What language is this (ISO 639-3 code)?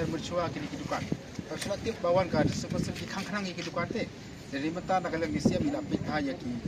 kha